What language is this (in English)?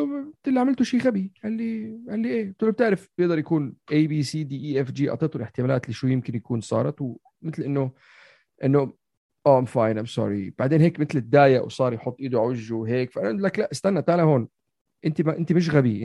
North Levantine Arabic